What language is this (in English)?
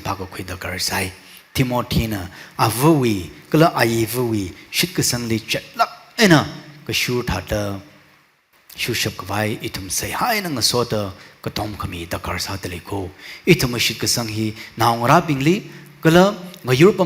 Tangkhul Naga (India)